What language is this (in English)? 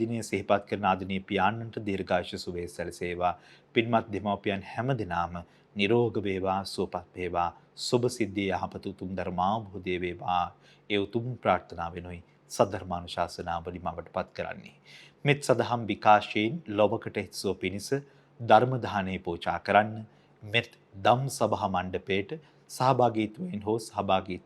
Sinhala